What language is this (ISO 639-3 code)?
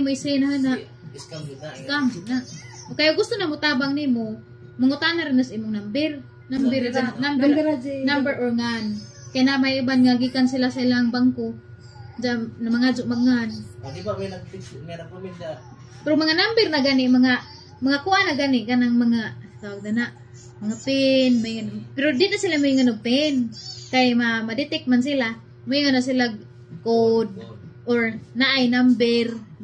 ceb